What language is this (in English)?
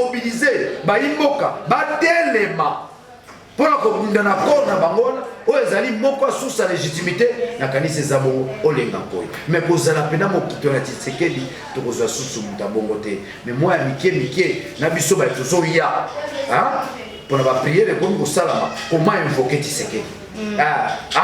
Lingala